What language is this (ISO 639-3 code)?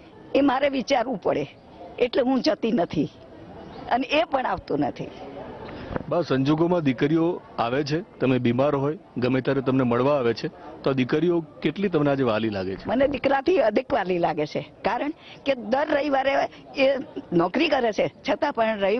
guj